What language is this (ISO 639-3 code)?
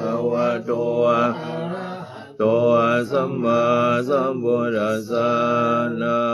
pli